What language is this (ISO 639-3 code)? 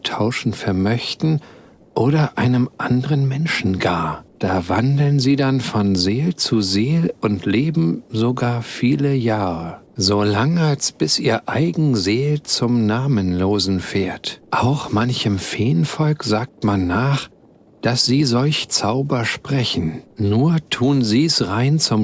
bar